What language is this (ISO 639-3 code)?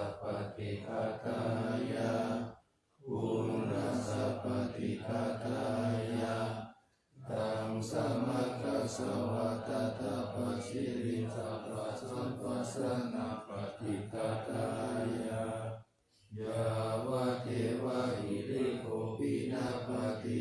pli